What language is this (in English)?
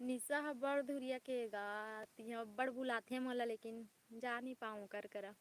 Chhattisgarhi